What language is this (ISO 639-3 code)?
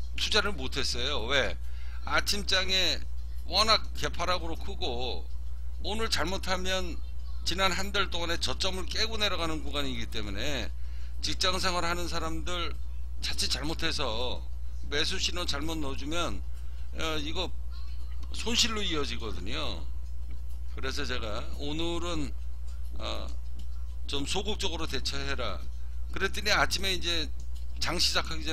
kor